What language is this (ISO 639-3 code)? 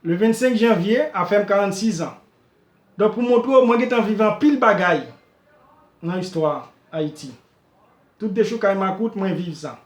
hat